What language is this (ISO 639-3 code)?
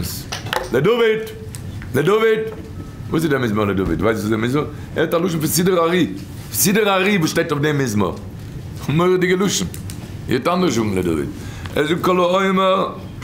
yid